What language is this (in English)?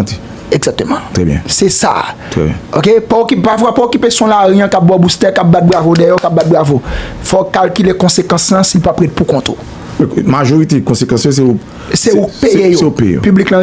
Haitian Creole